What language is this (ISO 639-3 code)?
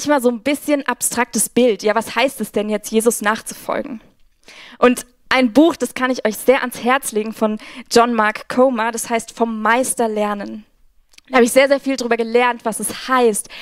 gsw